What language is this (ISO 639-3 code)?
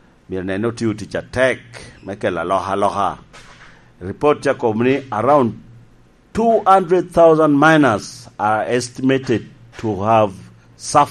laj